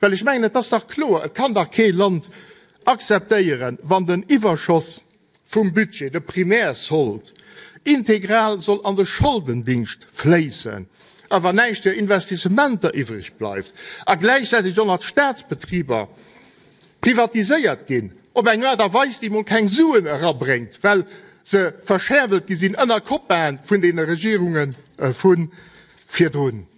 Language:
Luxembourgish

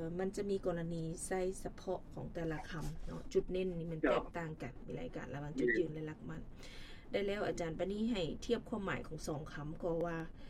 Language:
Lao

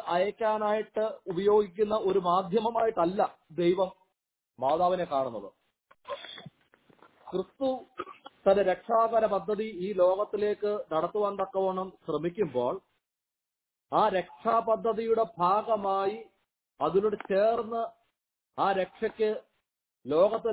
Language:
Malayalam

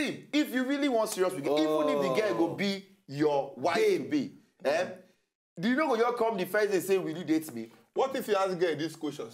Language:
Nigerian Pidgin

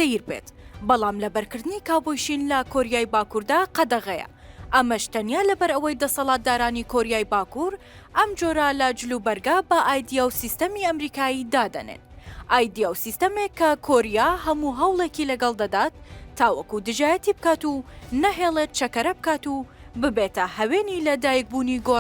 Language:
Central Kurdish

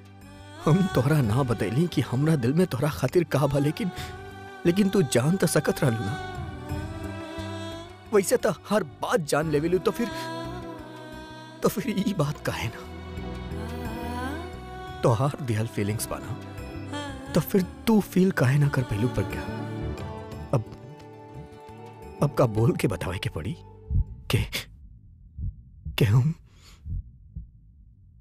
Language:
Bhojpuri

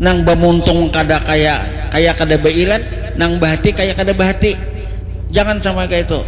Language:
Banjar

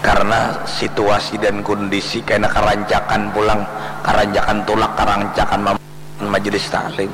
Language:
Banjar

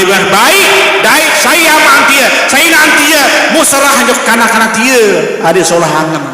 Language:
Sasak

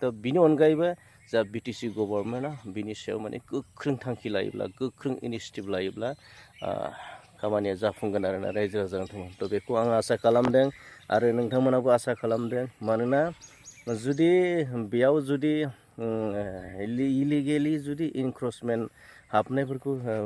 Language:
Bodo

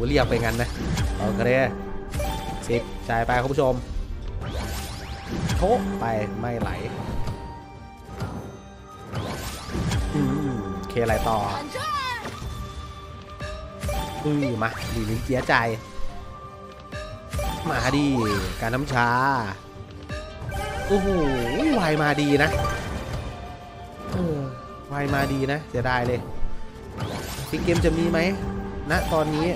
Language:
Thai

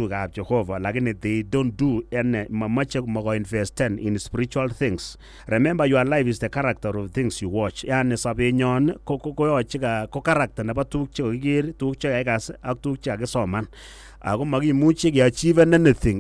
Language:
Kalenjin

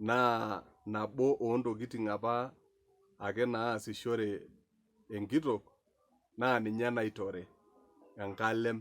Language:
Masai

